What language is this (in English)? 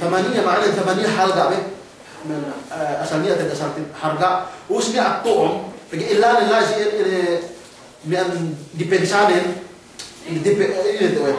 Yakan